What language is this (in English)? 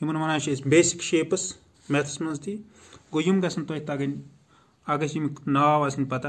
Kashmiri